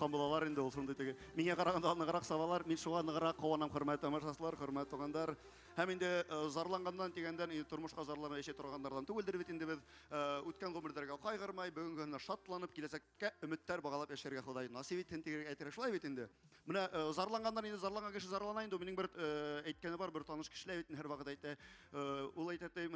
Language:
Bashkir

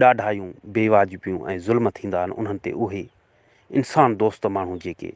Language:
Sindhi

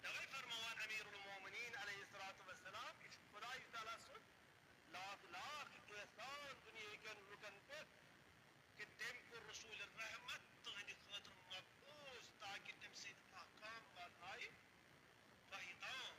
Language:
Kashmiri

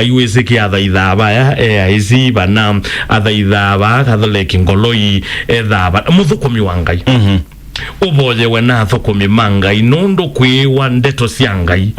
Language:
Kamba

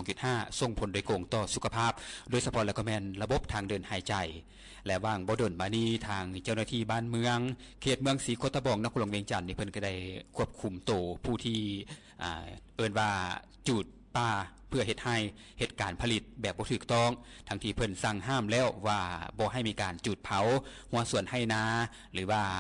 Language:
Lao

